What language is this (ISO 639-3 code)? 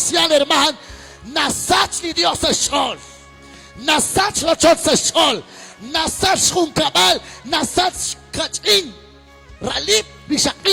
kek